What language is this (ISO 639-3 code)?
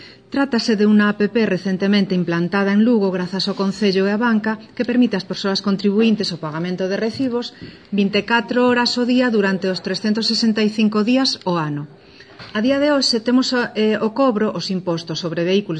glg